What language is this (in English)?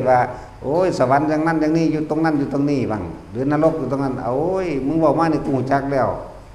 Lao